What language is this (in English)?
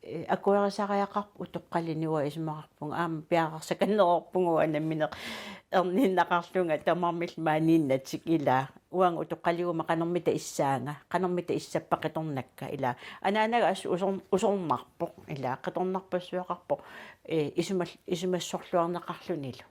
Kalaallisut